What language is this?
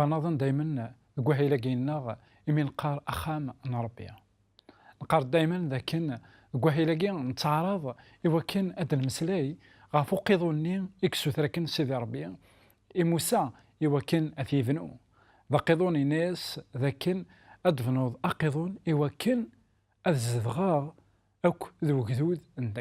Kabyle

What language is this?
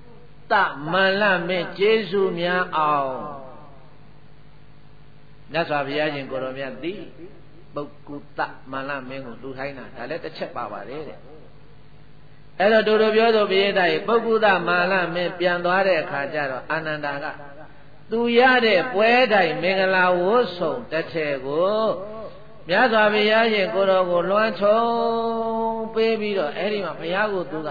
Burmese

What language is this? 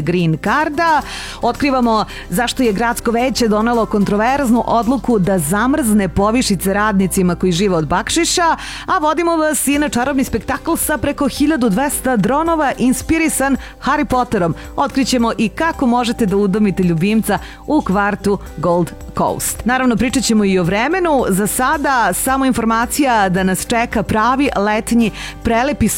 Serbian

